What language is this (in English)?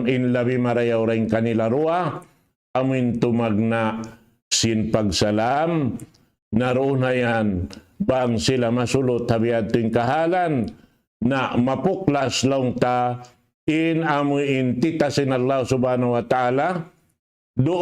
Tausug